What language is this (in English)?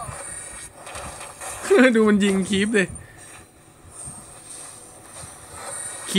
Thai